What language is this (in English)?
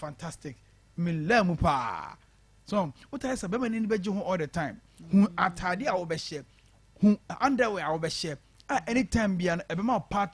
Akan